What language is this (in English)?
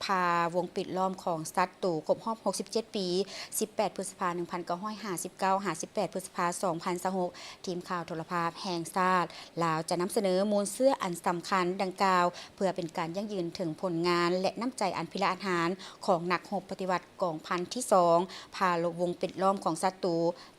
Lao